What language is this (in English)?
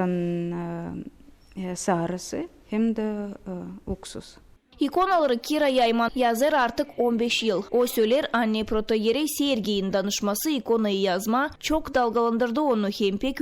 Gagauz